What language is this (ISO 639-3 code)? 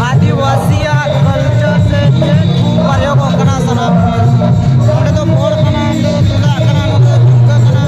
sat